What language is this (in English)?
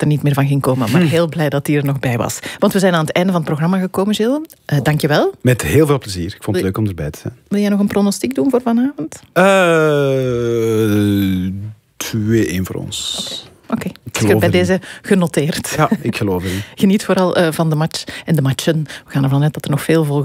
Dutch